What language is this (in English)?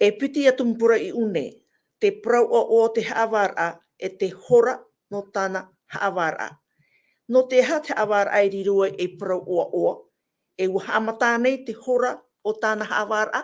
Tahitian